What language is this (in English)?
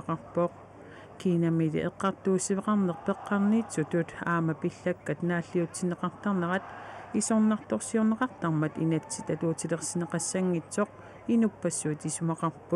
Kalaallisut